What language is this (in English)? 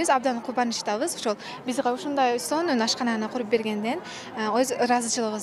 Kyrgyz